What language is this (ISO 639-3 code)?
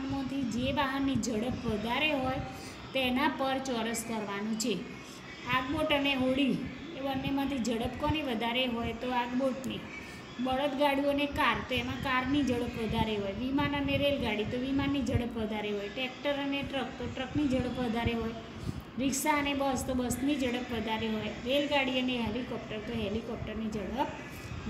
guj